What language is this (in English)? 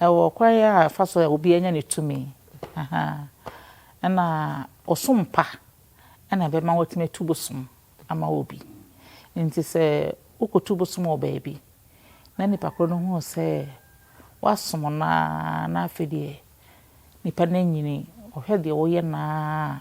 Akan